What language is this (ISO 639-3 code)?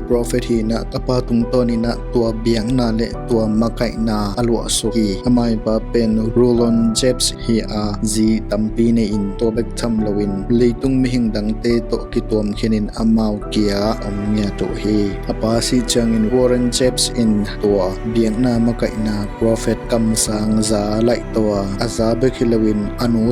ctd